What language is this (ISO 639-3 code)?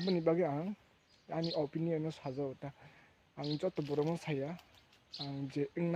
trp